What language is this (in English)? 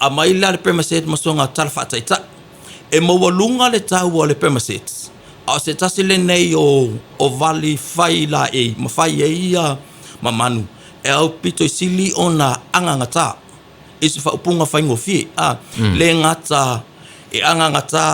Samoan